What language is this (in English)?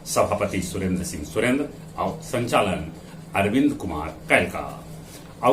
Magahi